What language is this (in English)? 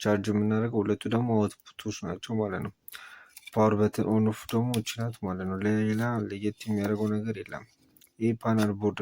Amharic